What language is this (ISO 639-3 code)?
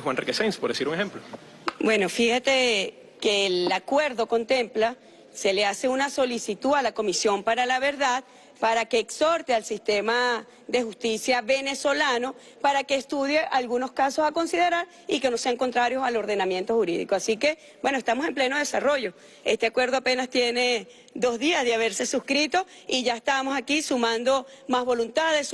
spa